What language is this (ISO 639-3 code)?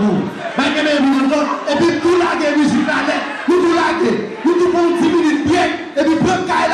hat